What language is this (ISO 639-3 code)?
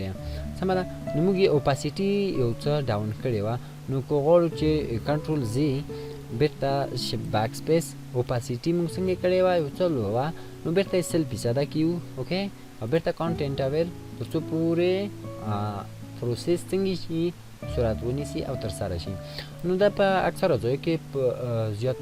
pus